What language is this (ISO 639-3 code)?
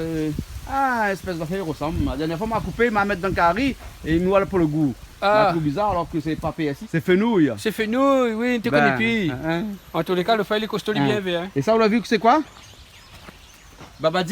rcf